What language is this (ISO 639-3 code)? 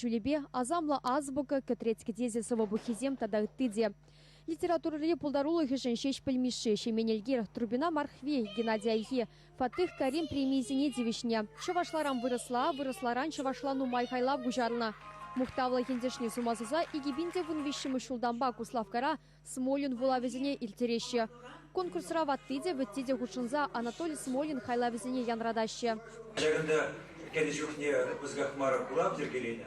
chv